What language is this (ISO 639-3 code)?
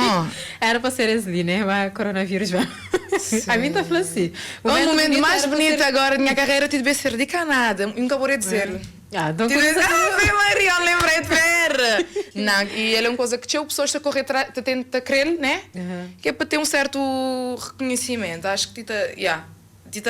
kea